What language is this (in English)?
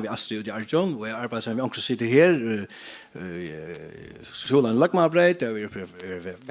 Faroese